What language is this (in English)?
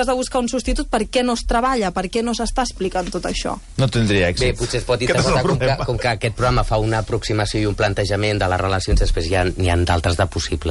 Catalan